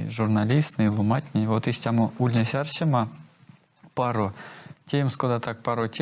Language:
Erzya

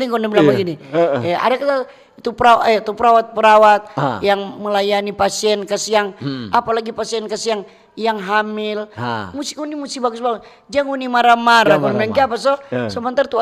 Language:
Manado Malay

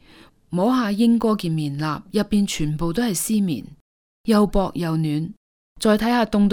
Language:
Cantonese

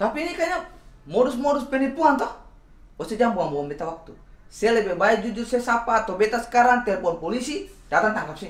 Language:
Ambonese Malay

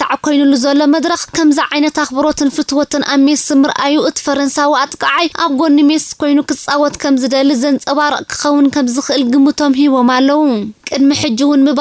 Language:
Tigrinya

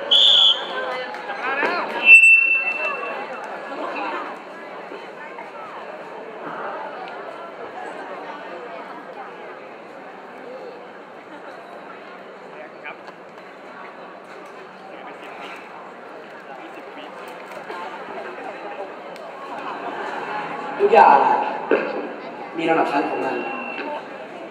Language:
Thai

